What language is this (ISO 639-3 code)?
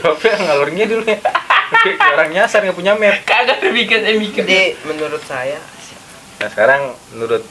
bew